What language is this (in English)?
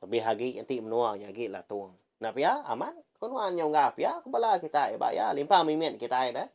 Iban